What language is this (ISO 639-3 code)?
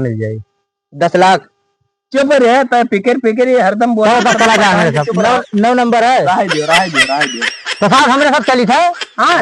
awa